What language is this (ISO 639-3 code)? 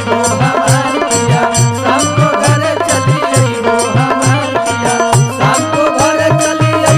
bho